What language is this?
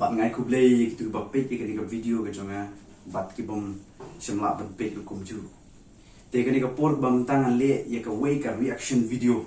Khasi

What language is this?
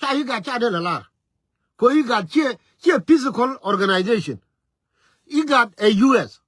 Nuer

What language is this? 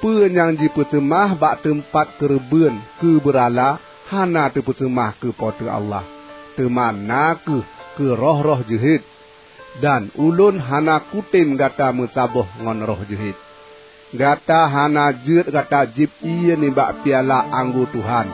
Achinese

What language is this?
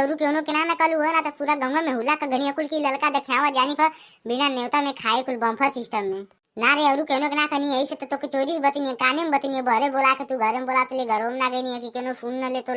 Bhojpuri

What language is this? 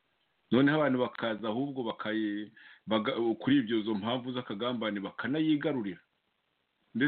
Kinyarwanda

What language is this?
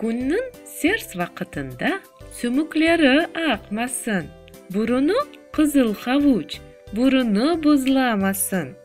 Crimean Tatar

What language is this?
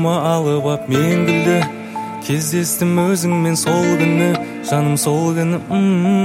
Kazakh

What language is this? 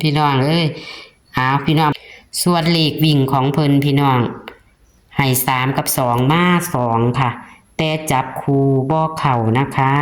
Northeastern Thai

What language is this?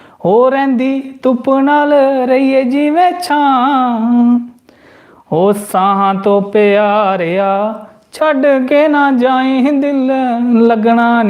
Dogri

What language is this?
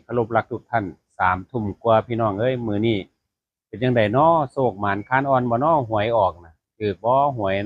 Northeastern Thai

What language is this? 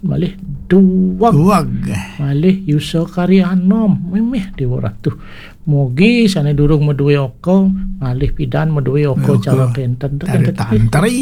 Balinese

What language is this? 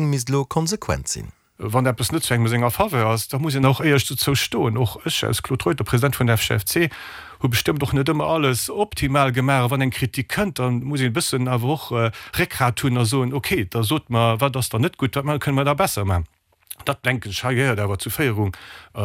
Luxembourgish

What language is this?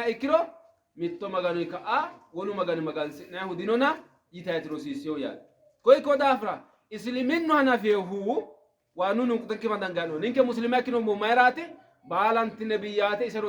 Sidamo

